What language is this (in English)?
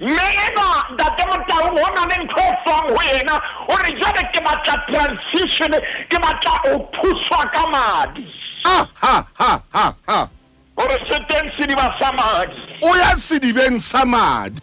Southern Sotho